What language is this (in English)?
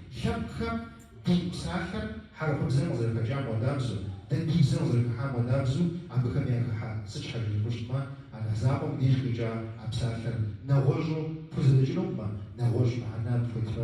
Kabardian